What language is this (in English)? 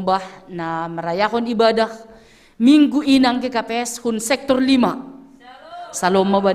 Batak Simalungun